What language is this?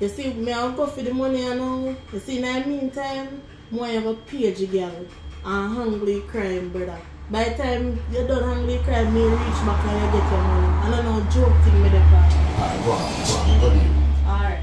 Jamaican Creole English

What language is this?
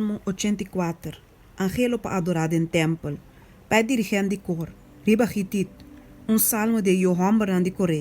Papiamento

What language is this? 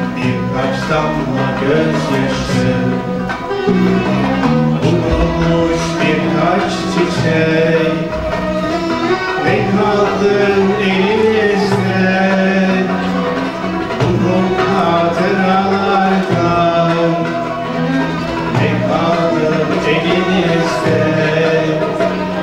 Turkish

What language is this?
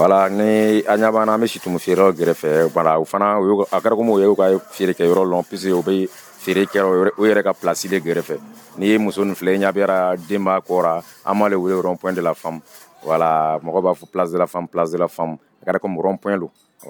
Dyula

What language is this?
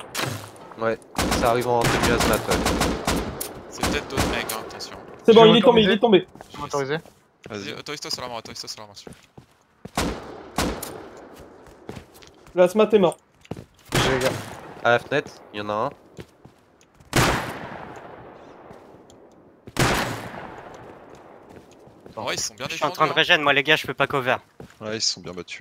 French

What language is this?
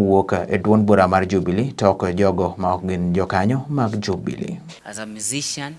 Luo (Kenya and Tanzania)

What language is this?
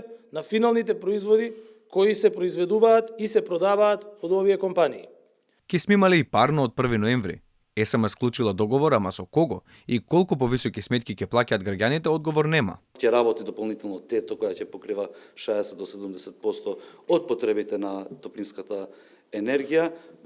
Macedonian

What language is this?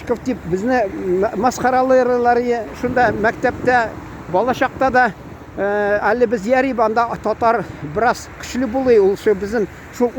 Tatar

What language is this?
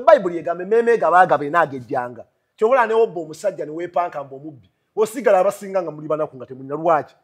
Ganda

